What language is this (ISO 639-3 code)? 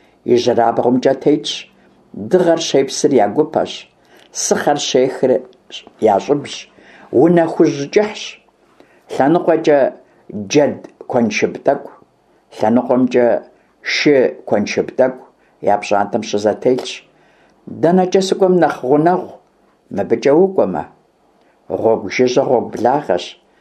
kbd